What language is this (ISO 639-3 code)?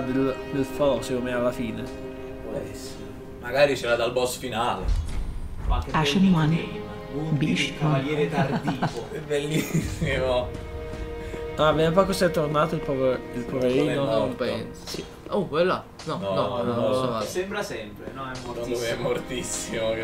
ita